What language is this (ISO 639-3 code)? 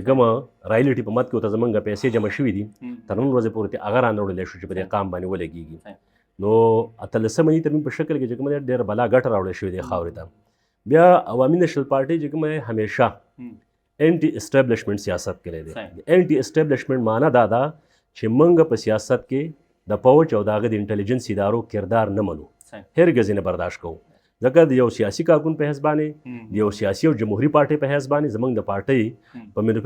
pus